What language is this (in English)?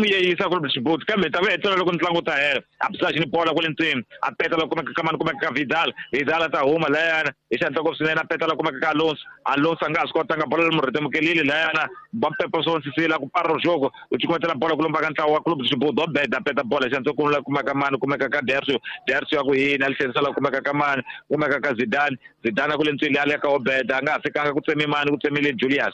Tsonga